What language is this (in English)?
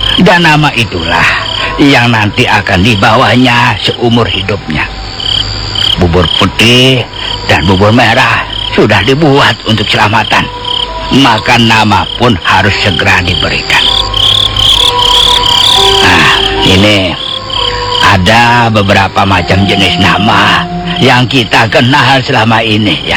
Indonesian